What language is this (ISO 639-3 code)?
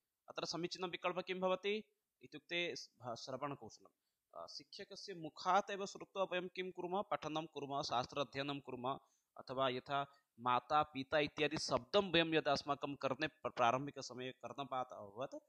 san